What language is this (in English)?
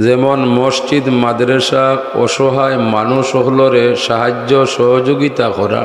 Sylheti